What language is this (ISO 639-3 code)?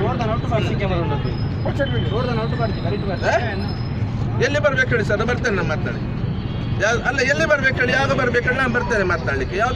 kan